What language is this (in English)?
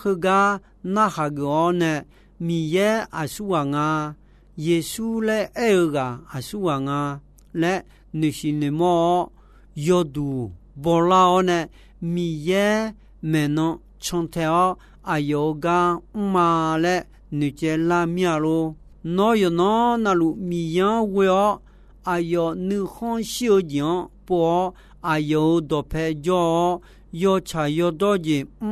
Akha